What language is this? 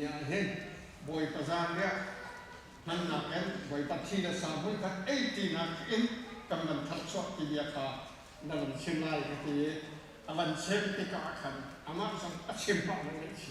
Hakha Chin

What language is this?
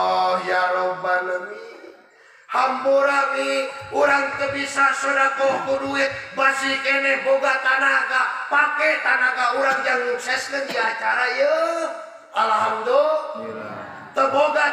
Sundanese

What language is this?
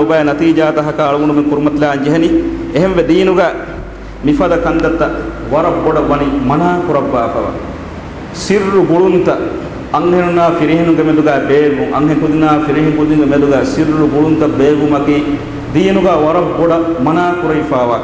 Divehi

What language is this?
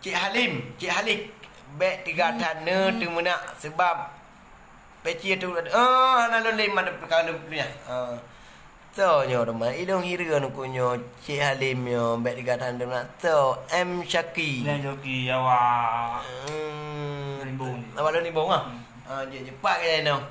Achinese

